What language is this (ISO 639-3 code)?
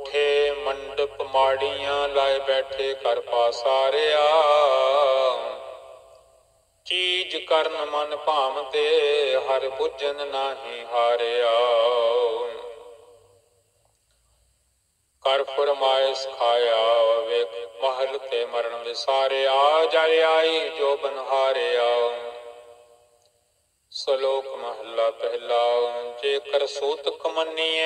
pan